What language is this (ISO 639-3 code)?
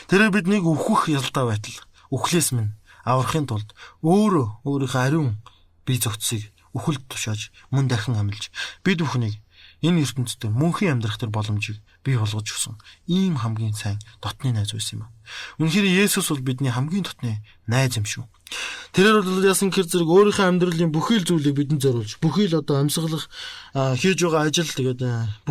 mon